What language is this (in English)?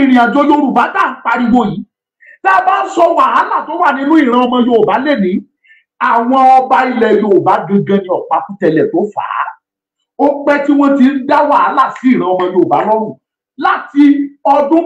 Yoruba